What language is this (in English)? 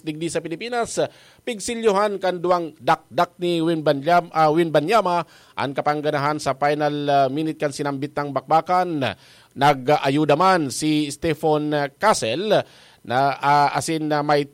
Bikol